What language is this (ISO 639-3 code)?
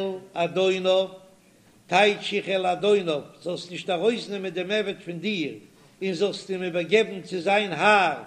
yid